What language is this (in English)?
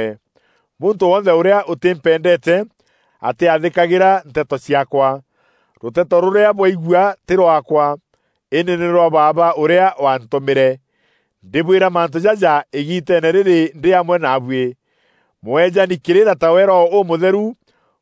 Meru